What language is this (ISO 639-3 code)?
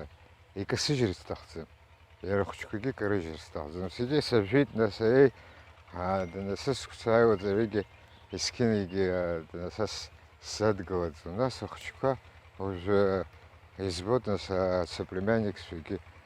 abk